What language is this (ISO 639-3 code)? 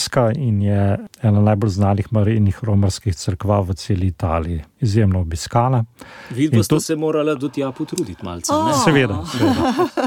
slv